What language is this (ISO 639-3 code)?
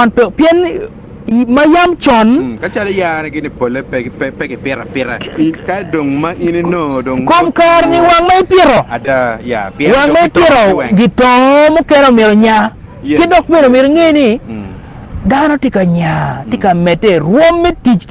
ach